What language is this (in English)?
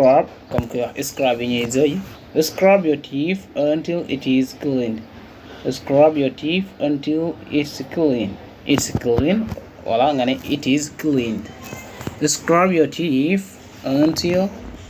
Wolof